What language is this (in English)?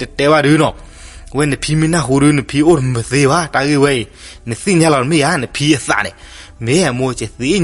S'gaw Karen